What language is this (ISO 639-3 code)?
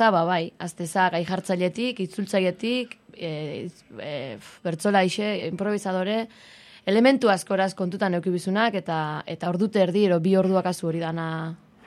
eus